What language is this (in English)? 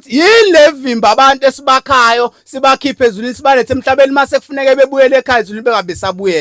Zulu